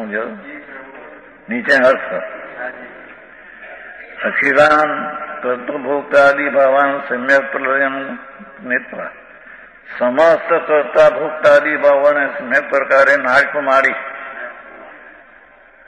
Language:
Gujarati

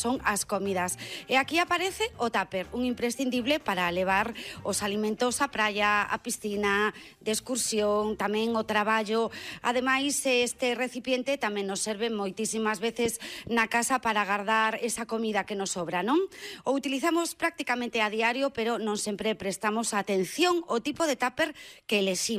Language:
Galician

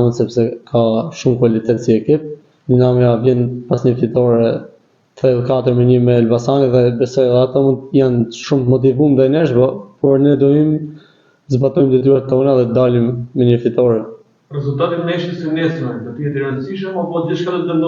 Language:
Albanian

